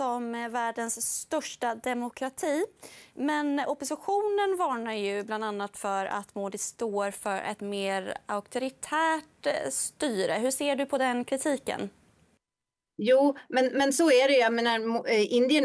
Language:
Swedish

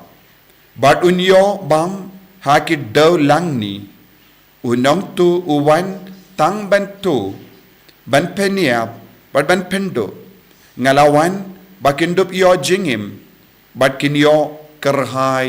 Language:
Khasi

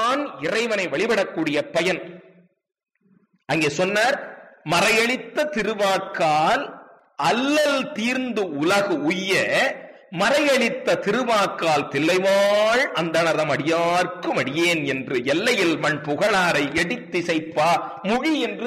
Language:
Tamil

